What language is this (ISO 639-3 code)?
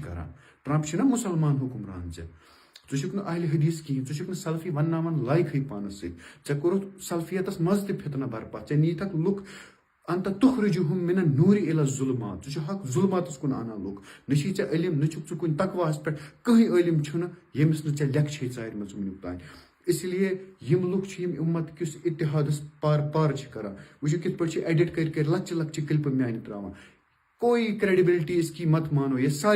kas